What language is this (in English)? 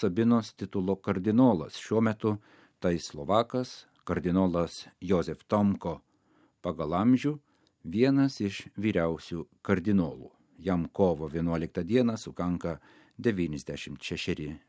Lithuanian